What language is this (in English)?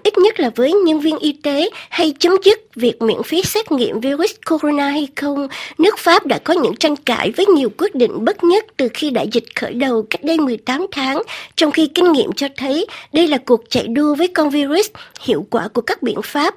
Vietnamese